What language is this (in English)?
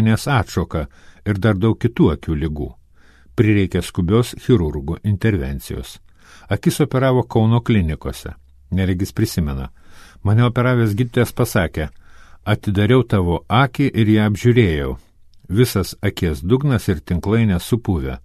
Lithuanian